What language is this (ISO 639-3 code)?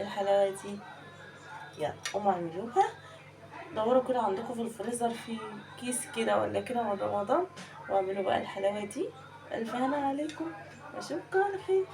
arz